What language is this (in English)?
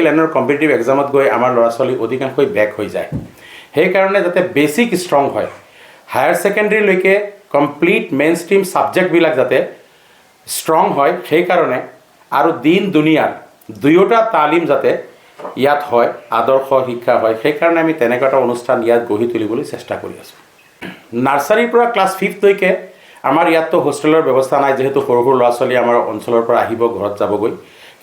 Assamese